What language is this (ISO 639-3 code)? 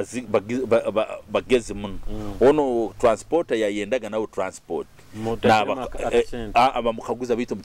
nyo